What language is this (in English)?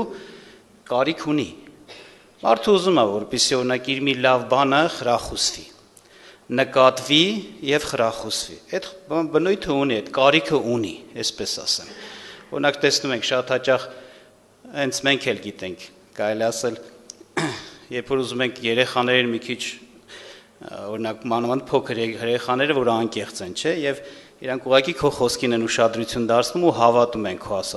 Armenian